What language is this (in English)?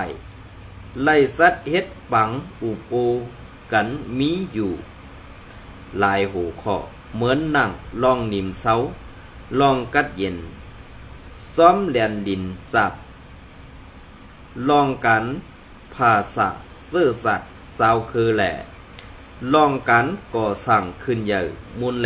Shan